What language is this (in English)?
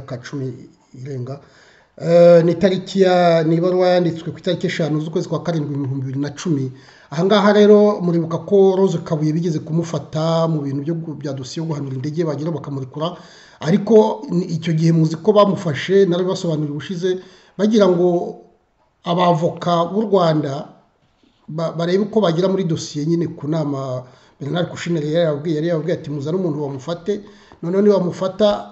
Kinyarwanda